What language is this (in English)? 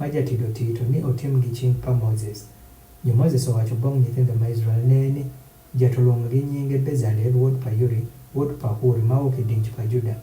Adhola